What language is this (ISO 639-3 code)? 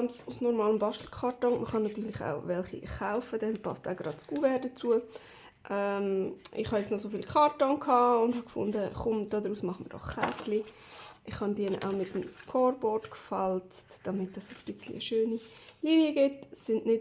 gsw